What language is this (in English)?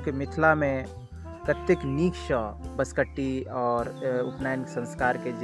Maithili